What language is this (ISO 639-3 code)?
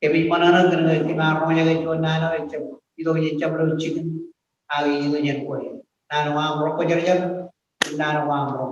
mah